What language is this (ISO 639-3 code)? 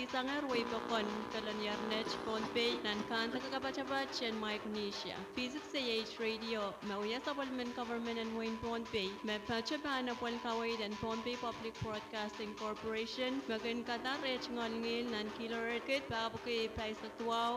pon